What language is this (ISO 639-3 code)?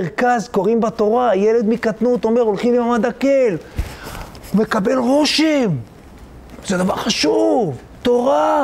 heb